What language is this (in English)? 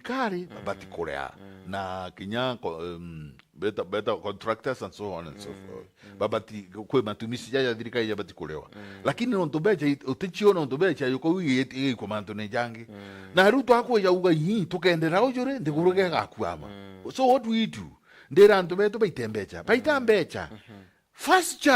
Meru